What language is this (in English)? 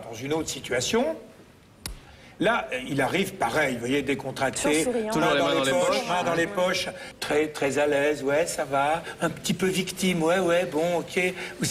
French